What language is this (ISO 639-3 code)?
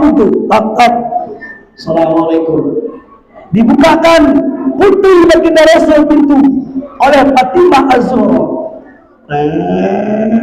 btz